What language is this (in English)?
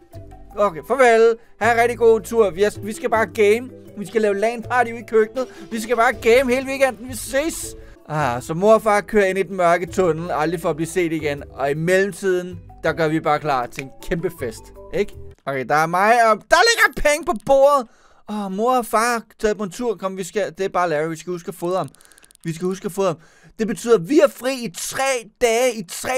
Danish